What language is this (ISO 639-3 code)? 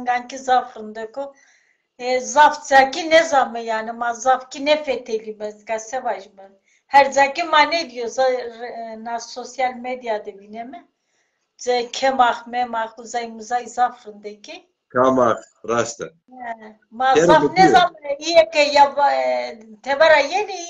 zza